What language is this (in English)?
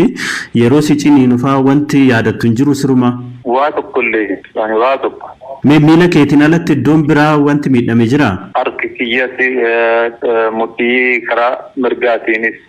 Oromo